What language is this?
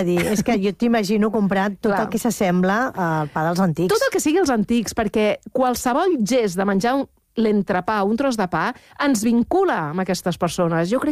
Catalan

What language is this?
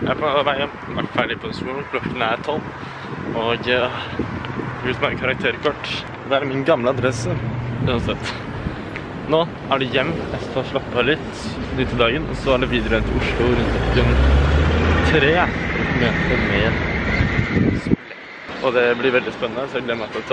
Norwegian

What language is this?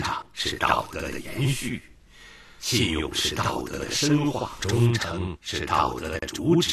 Chinese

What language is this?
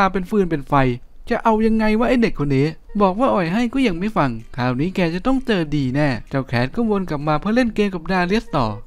Thai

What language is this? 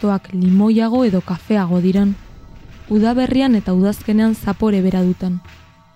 Basque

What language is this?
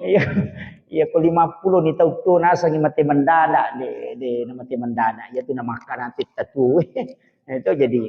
Buginese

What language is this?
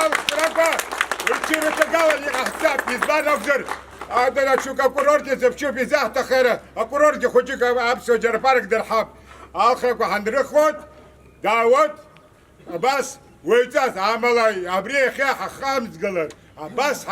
Abkhazian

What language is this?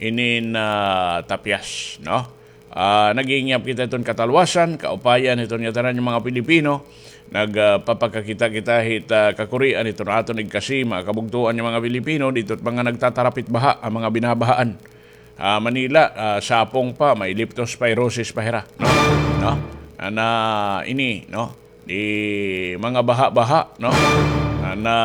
Waray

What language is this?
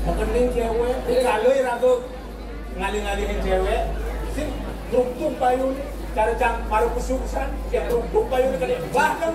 Balinese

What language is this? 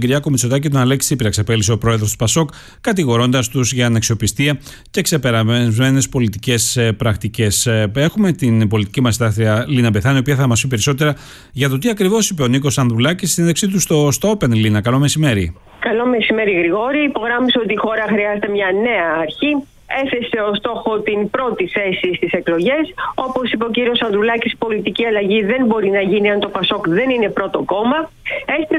Greek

